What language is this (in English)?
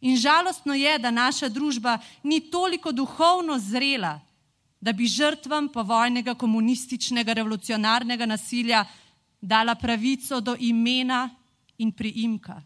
Slovenian